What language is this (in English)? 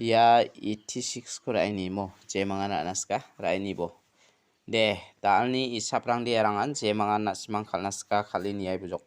Garo